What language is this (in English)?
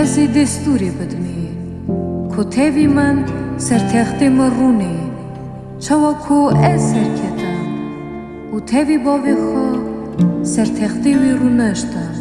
Kurdish